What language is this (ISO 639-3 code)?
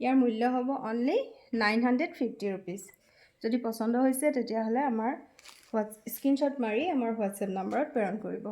asm